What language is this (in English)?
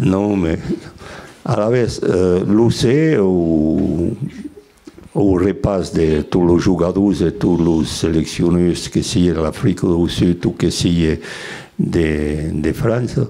Occitan